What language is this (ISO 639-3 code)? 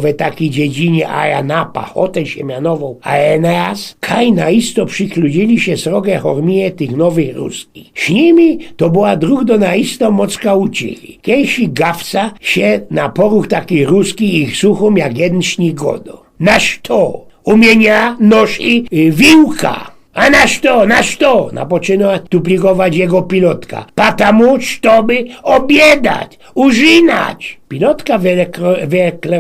szl